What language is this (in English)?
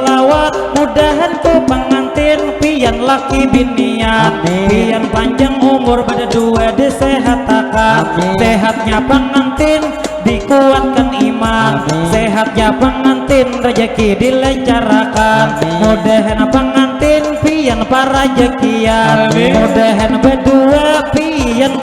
Banjar